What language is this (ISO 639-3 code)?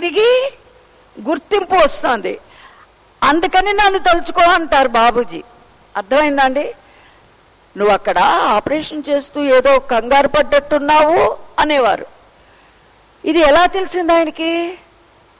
tel